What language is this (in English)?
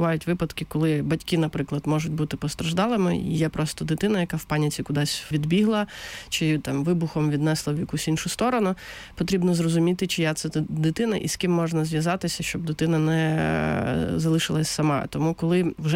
Ukrainian